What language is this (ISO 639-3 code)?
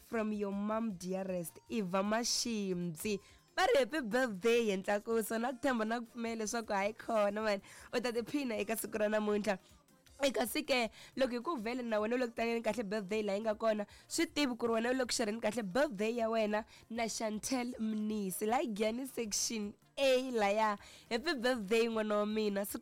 tso